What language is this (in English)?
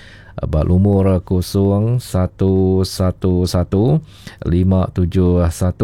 Iban